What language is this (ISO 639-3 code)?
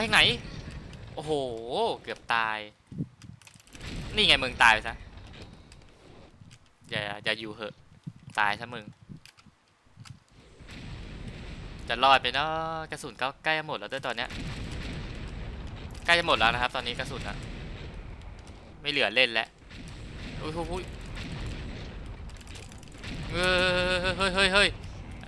tha